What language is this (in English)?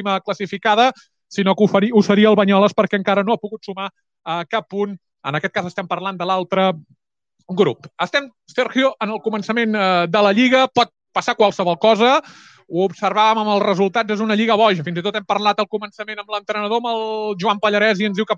Catalan